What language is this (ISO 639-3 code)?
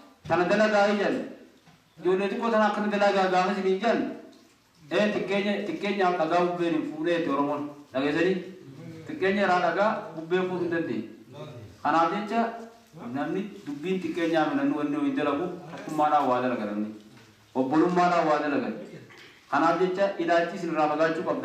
orm